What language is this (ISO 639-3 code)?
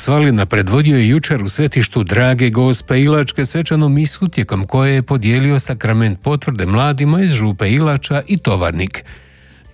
hrv